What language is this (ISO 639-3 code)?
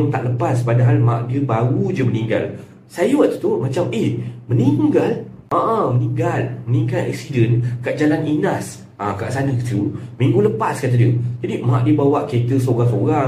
msa